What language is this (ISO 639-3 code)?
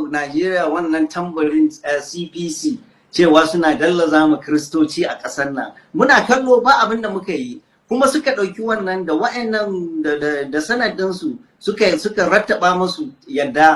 hau